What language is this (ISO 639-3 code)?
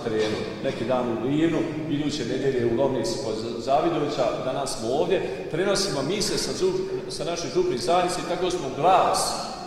hrv